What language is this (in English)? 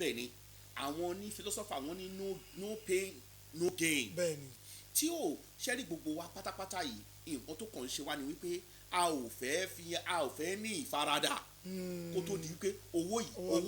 Yoruba